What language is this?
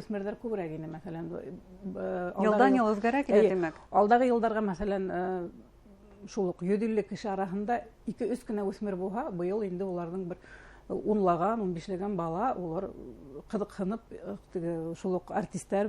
Bashkir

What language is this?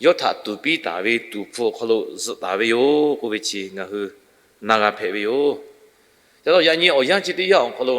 Lahu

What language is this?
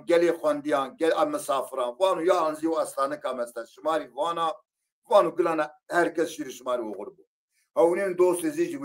Zaza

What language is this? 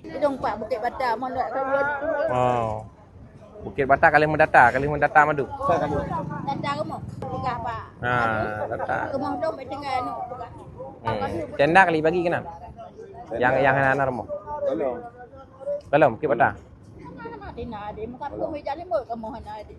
Achinese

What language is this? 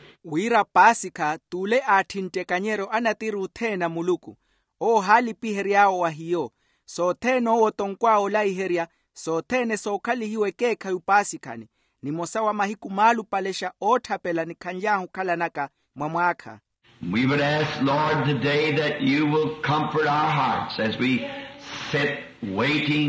Makhuwa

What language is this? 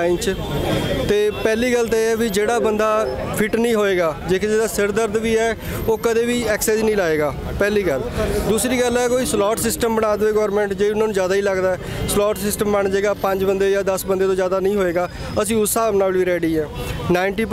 Punjabi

